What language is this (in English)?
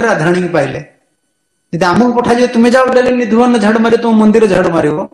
Odia